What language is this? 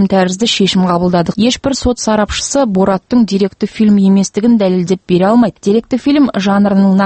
Kazakh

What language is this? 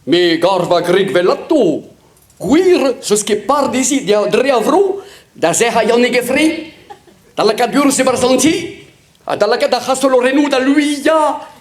Breton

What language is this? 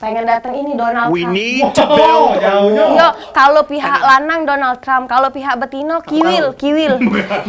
Musi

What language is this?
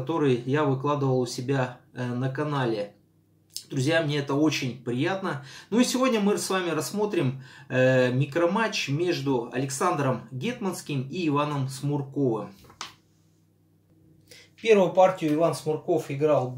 Russian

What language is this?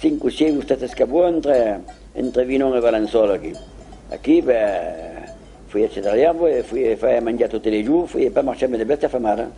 Occitan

